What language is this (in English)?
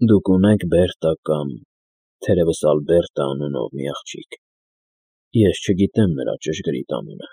Armenian